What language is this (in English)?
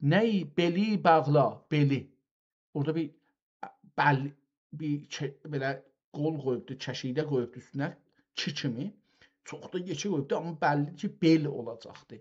South Azerbaijani